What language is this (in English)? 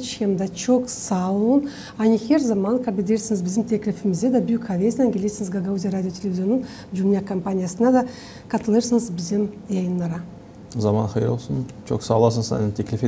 Gagauz